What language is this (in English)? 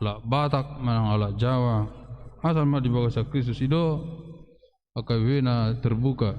Batak Toba